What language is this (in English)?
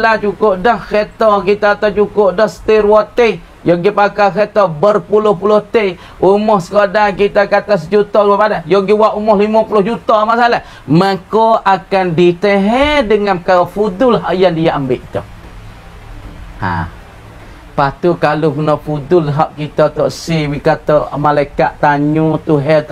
Pattani Malay